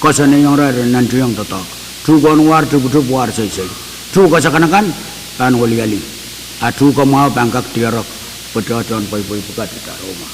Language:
Pohnpeian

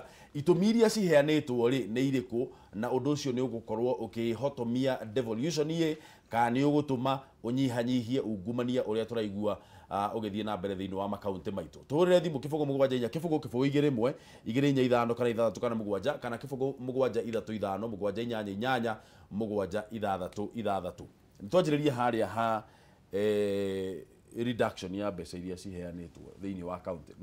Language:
Kikuyu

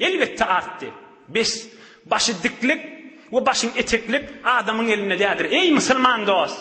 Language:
Turkmen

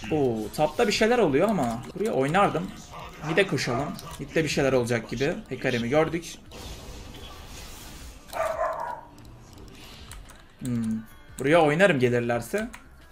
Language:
Turkish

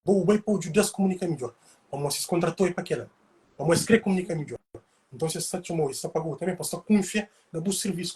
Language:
Kabuverdianu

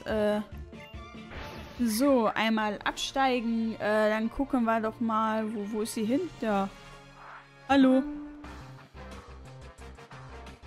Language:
German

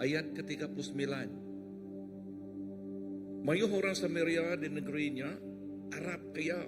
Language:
Iban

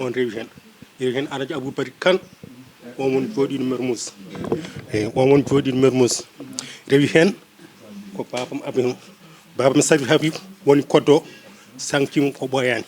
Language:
Fula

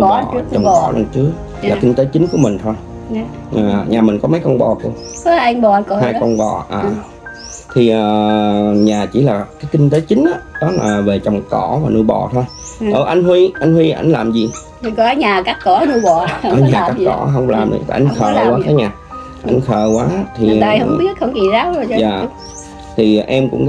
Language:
Vietnamese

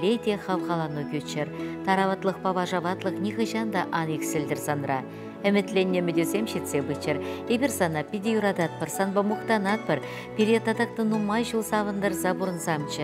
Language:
Chuvash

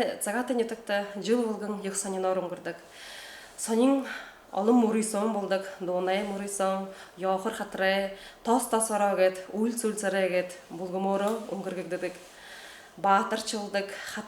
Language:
Buriat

